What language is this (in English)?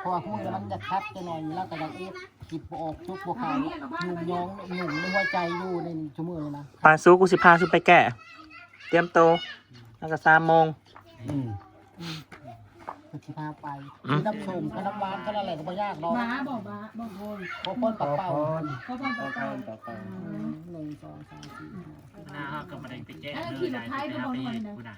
Northeastern Thai